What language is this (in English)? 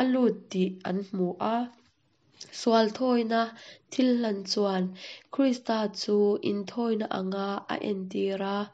Hakha Chin